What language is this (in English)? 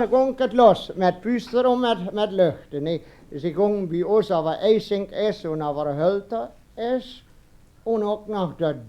Westphalien